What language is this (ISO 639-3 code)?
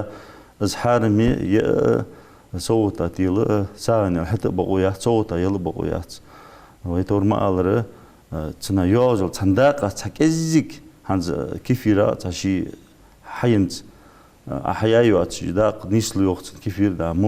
inh